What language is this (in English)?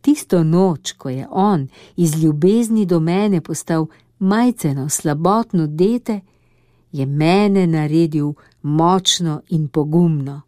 Slovenian